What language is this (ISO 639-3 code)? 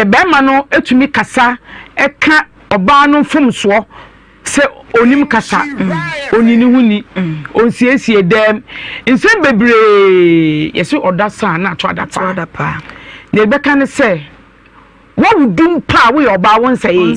aka